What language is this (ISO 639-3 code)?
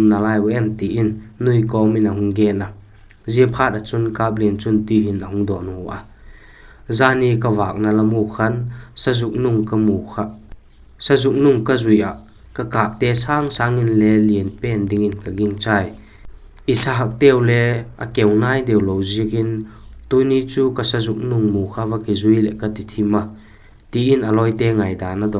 vap